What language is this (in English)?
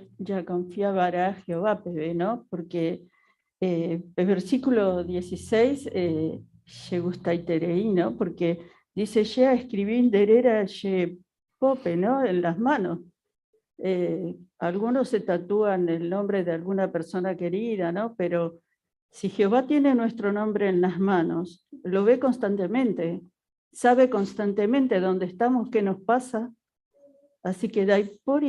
Guarani